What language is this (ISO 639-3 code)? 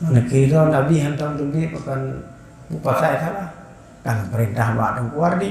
ace